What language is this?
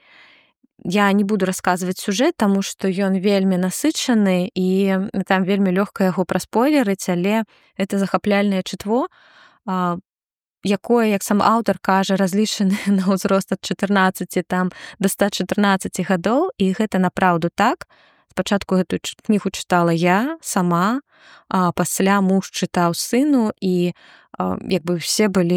Belarusian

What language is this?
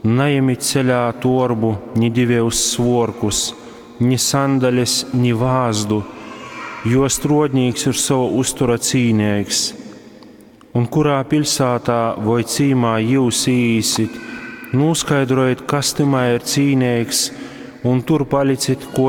Latgalian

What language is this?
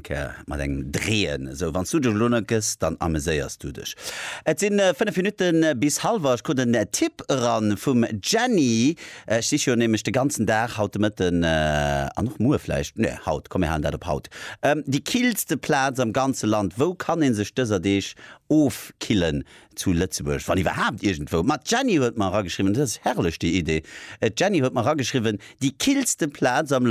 Luxembourgish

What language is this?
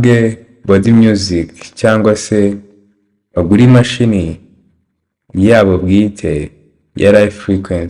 Kinyarwanda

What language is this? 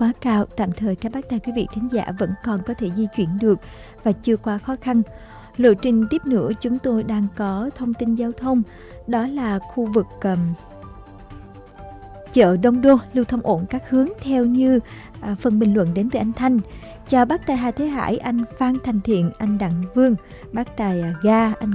Vietnamese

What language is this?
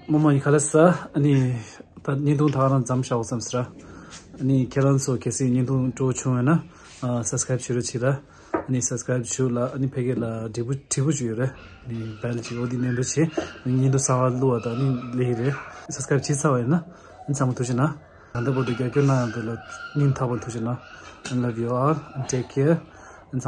Tibetan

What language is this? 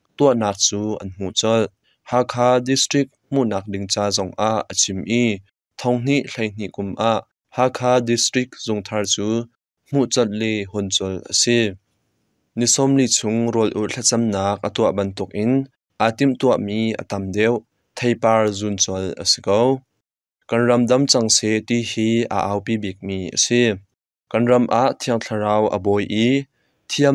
Hakha Chin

